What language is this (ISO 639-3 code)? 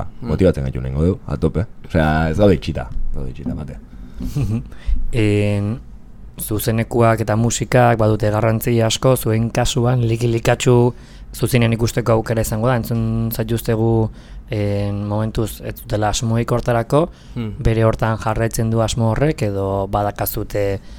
eus